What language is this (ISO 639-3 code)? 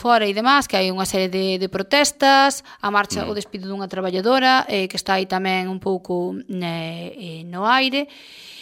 glg